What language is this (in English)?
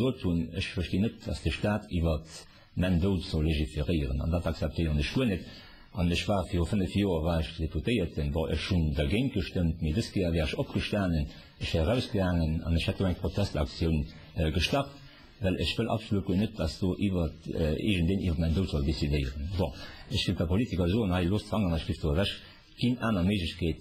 Luxembourgish